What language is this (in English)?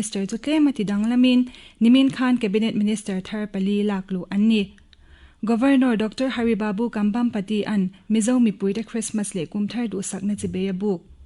Mizo